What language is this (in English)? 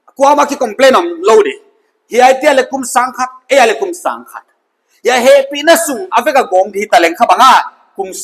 Paite Chin